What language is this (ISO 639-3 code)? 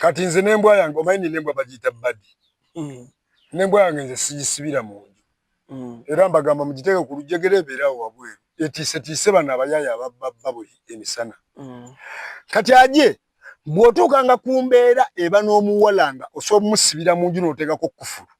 lug